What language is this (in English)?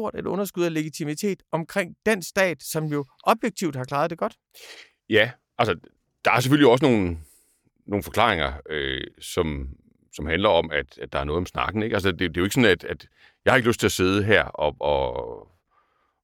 Danish